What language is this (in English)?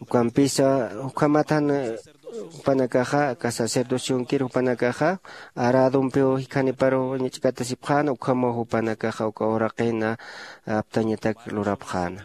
Aymara